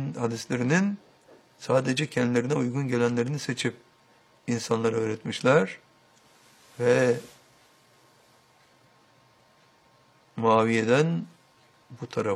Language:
Turkish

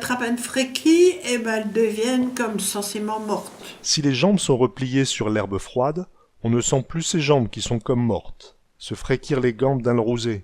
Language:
Picard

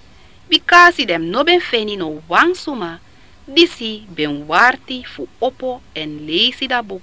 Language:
Sranan Tongo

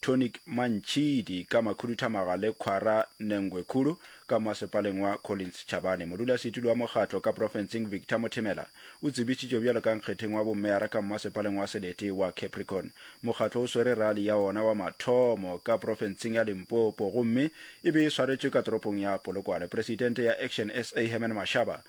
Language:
Northern Sotho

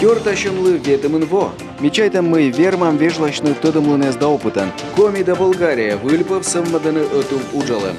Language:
Komi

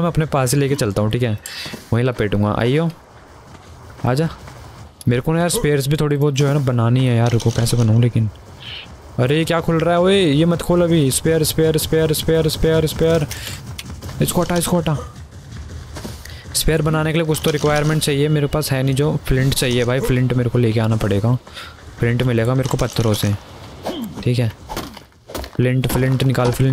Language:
Hindi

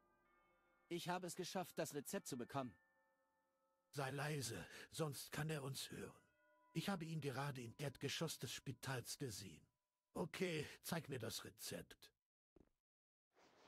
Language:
German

